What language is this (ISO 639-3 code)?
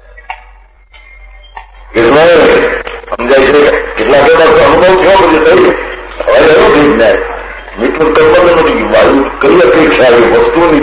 guj